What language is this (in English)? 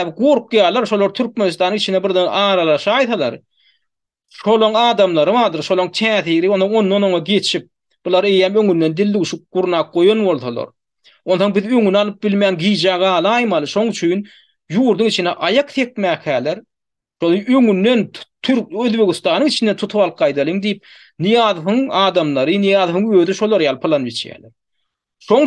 Turkmen